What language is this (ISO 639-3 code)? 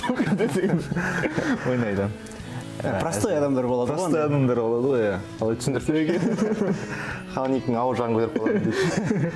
kaz